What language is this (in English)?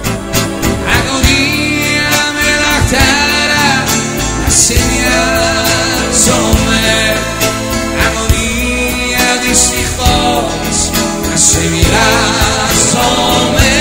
Greek